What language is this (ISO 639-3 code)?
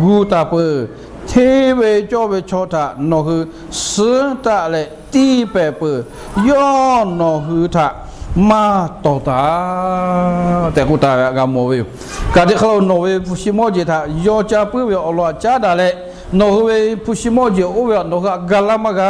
lhu